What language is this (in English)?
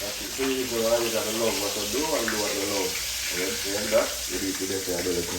Jamaican Creole English